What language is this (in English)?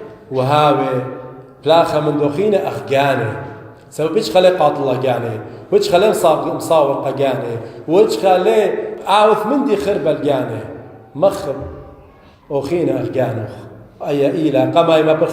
Assyrian Neo-Aramaic